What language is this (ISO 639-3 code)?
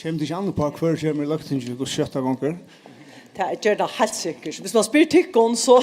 fao